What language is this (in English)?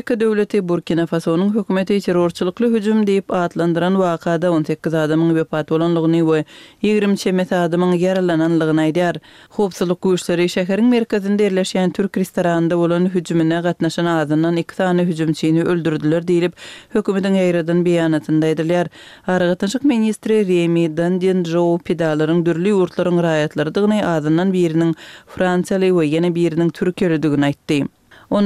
Turkmen